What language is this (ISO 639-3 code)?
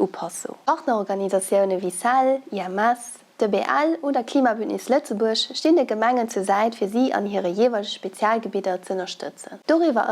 ltz